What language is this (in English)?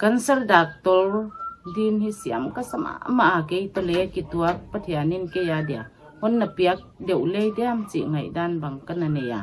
Paite Chin